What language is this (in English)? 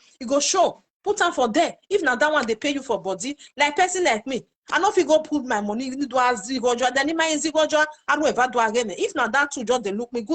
Nigerian Pidgin